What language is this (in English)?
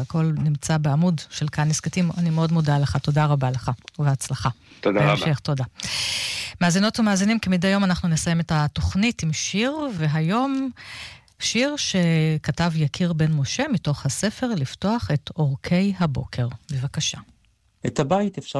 Hebrew